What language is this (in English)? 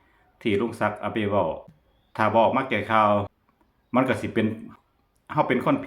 Lao